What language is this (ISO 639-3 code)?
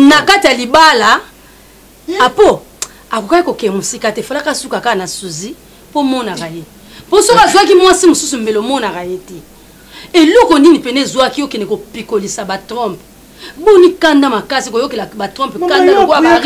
lin